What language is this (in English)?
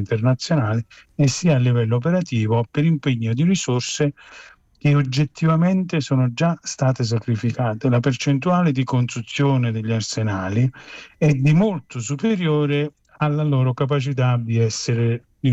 Italian